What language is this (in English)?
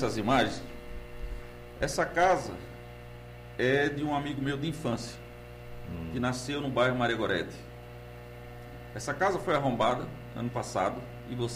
Portuguese